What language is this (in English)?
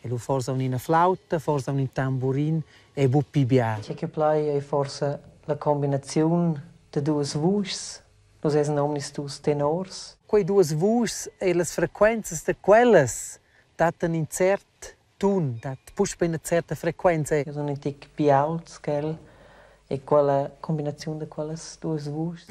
Romansh